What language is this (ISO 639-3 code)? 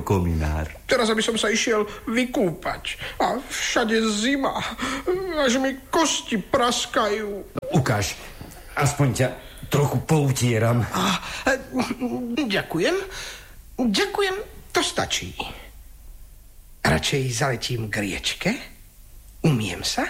slk